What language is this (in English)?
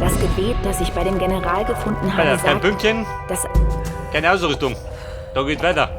Bavarian